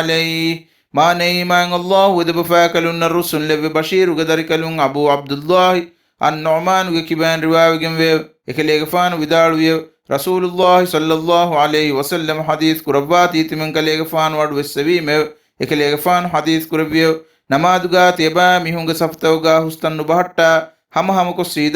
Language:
Divehi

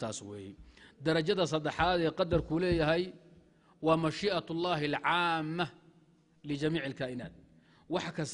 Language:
Somali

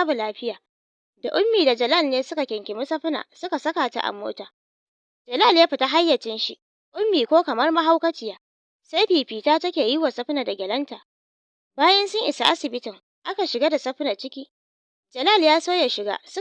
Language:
Hausa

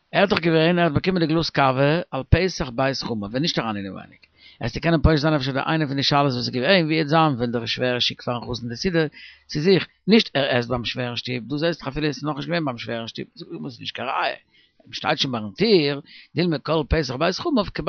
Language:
Yiddish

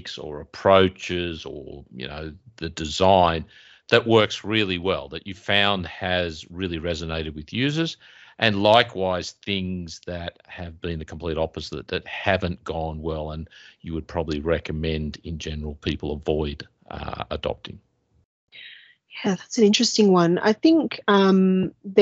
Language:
English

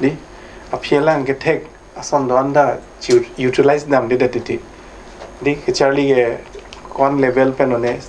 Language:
Karbi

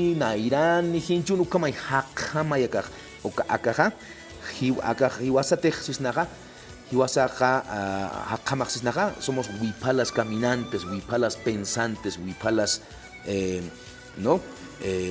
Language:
Aymara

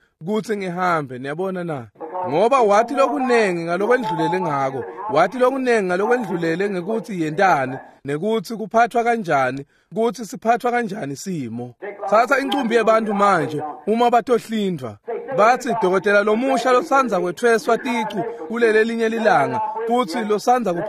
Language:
Swati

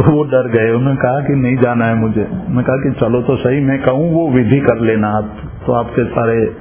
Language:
Hindi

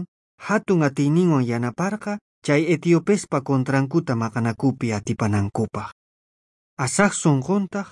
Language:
South Bolivian Quechua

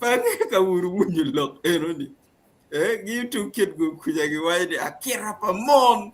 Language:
Acoli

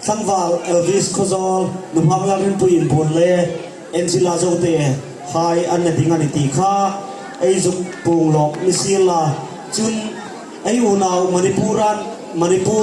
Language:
Hmar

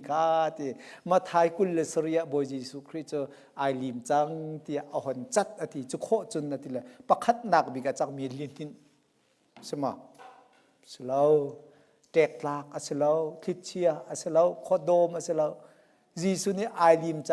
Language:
Hakha Chin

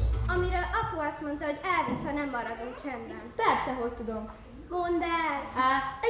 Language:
Hungarian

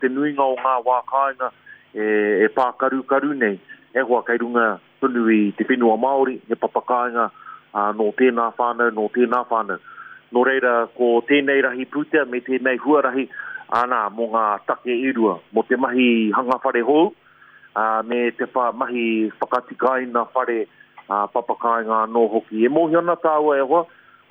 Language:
Māori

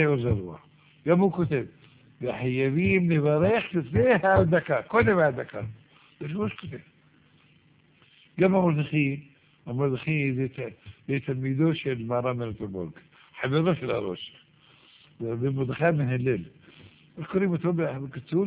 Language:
Hebrew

